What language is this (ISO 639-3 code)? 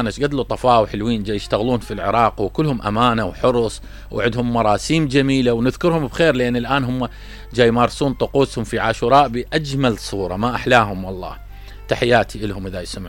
acm